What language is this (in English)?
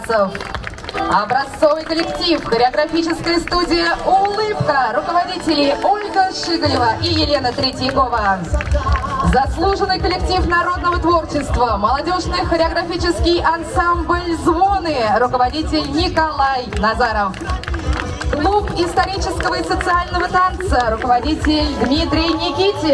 Russian